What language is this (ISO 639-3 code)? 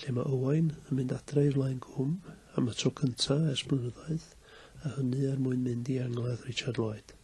cym